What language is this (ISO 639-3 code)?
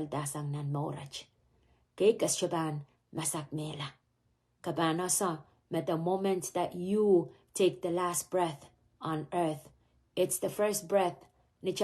pon